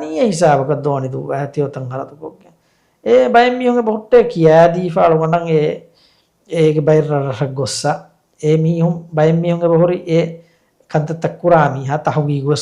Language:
Divehi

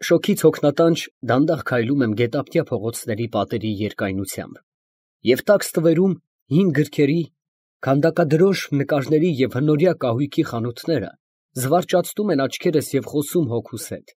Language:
Armenian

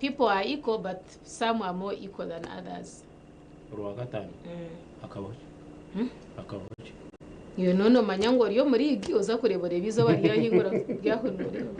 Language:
Nyankole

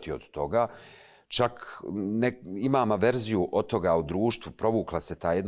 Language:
Bosnian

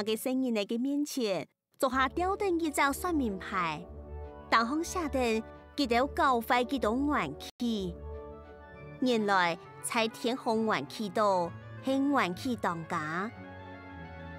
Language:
Hakka Chinese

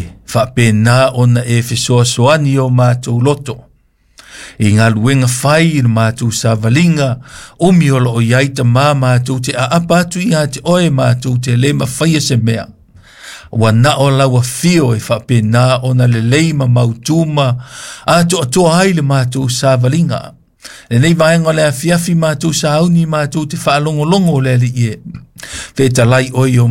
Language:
Samoan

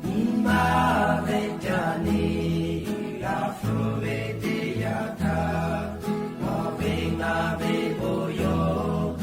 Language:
Lahu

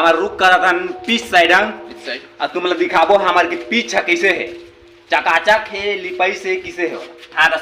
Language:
Chhattisgarhi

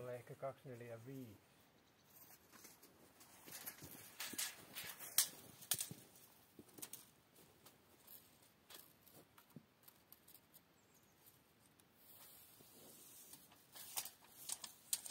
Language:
Finnish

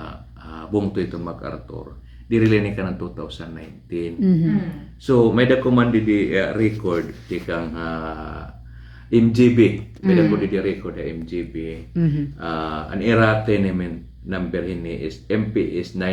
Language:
Waray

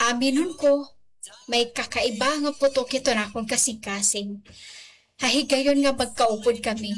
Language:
Waray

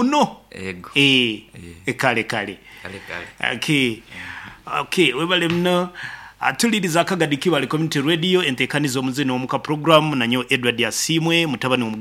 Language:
Nyankole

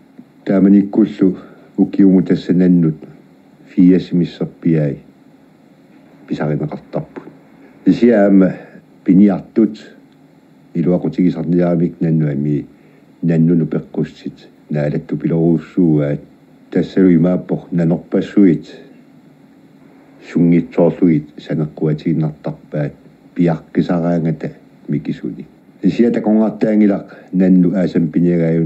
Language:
Kalaallisut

